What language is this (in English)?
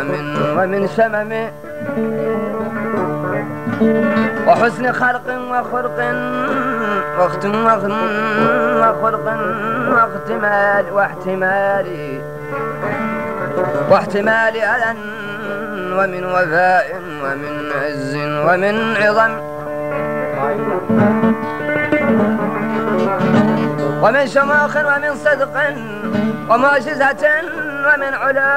Arabic